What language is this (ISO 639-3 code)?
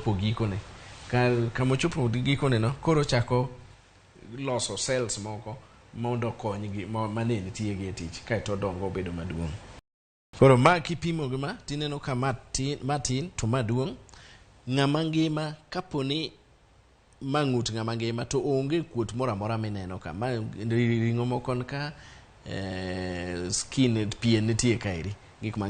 luo